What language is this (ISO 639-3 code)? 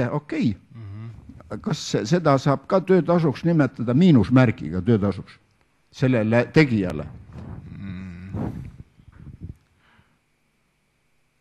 est